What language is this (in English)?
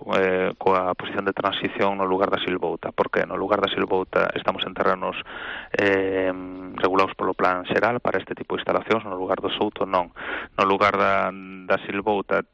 Galician